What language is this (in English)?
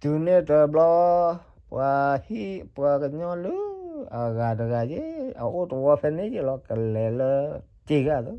S'gaw Karen